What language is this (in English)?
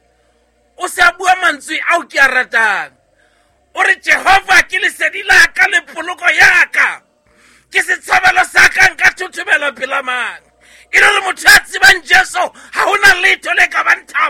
Southern Sotho